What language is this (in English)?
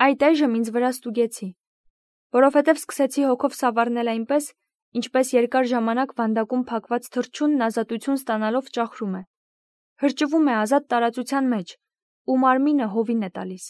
Armenian